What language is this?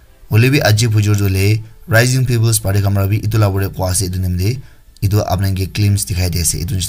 Naga Pidgin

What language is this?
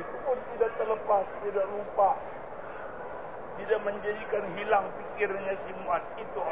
Malay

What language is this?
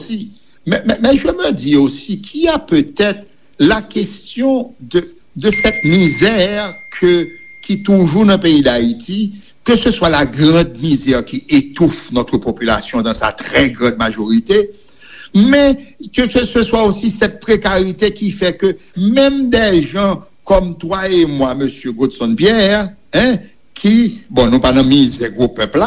Haitian Creole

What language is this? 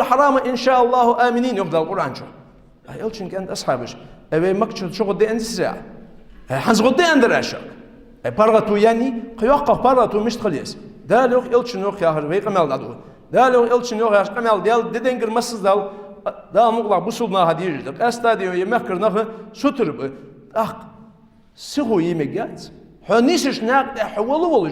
Ingush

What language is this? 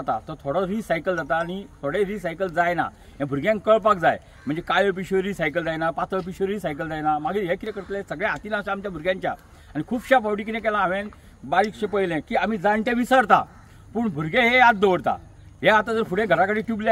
Konkani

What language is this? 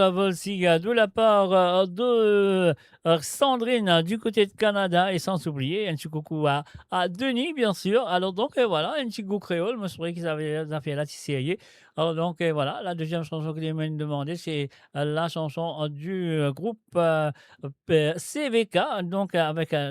Morisyen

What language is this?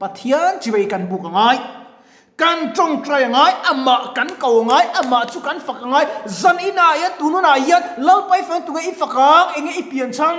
Mizo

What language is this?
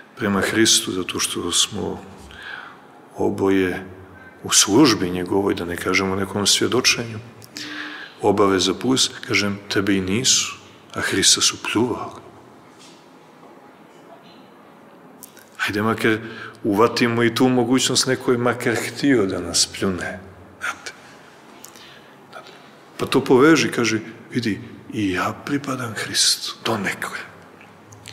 Serbian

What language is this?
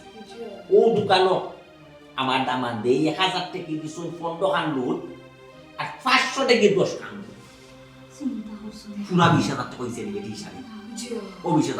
Sylheti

